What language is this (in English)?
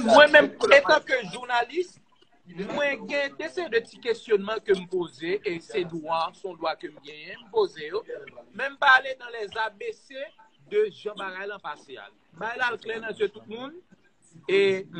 Haitian Creole